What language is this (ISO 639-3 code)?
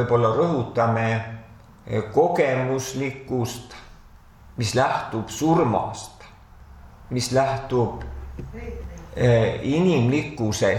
est